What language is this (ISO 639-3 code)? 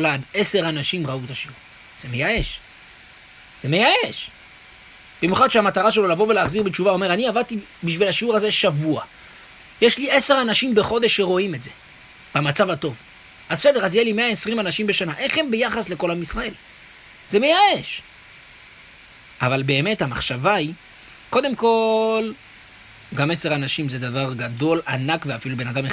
heb